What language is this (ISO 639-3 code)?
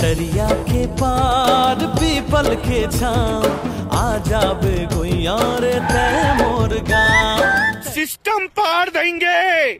hne